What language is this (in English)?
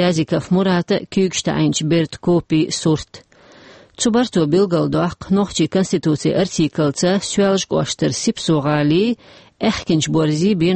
Chechen